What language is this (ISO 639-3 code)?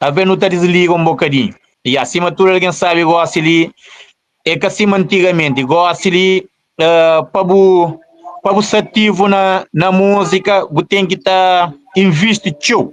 kea